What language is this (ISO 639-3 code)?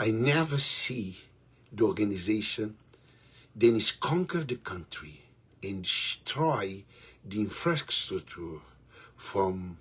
kea